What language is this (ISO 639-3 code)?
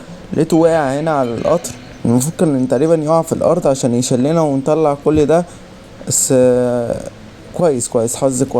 arz